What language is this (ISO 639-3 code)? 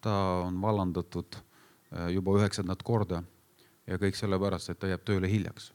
est